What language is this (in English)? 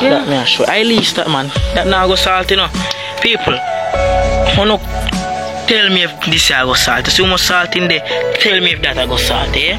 Jamaican Creole English